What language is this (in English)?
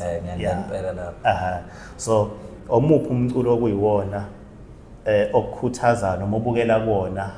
Zulu